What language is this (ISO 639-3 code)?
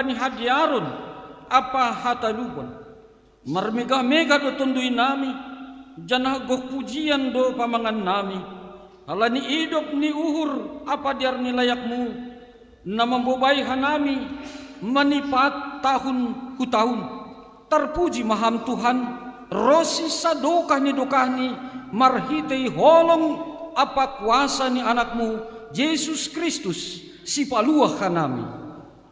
bts